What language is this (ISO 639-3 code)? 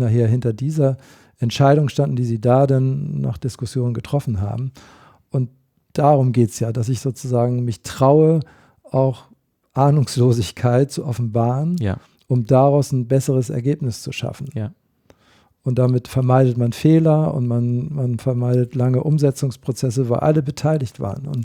deu